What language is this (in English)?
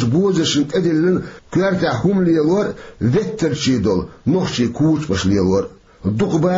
Chechen